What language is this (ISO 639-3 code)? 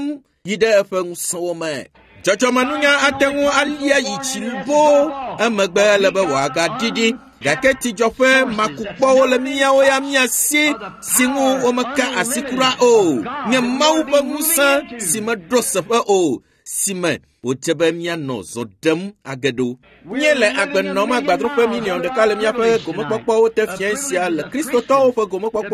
ewe